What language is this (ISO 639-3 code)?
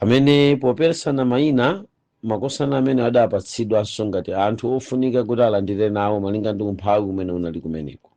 nya